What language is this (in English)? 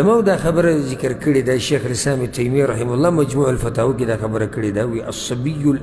Pashto